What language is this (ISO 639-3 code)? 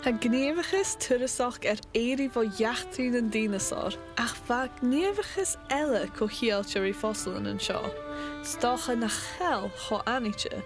gla